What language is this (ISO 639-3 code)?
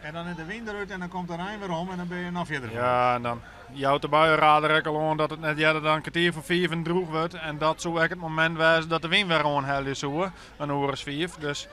fry